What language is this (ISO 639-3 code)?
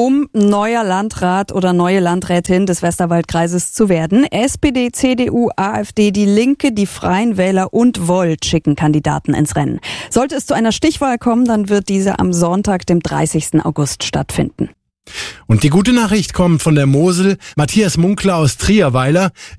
deu